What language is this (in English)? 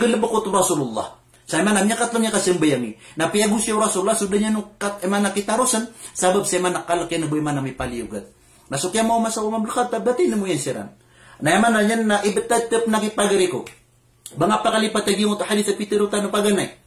Maranao